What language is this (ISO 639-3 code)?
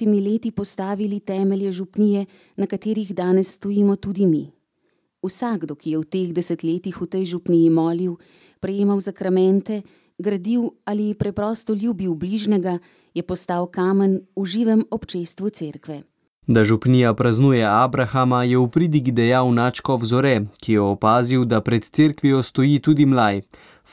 slv